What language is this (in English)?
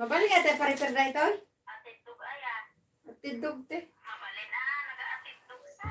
Iloko